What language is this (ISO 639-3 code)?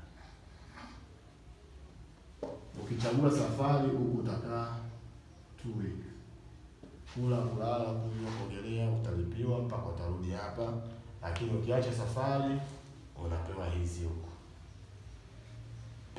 swa